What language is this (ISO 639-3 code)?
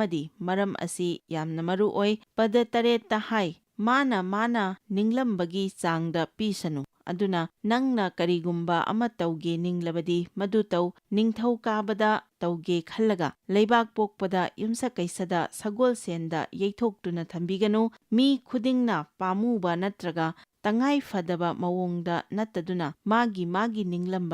mni